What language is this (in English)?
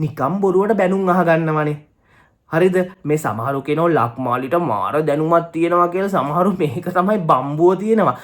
Sinhala